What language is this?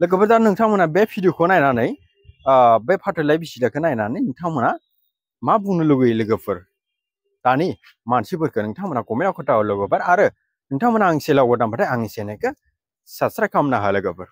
Bodo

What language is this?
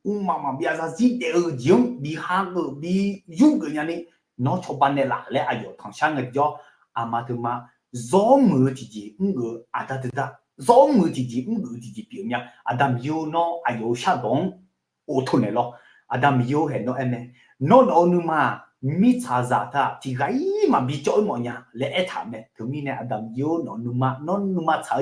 Akha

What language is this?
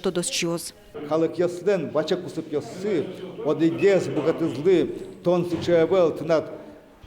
Udmurt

